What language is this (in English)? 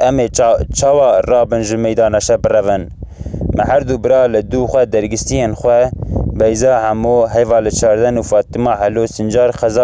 Kurdish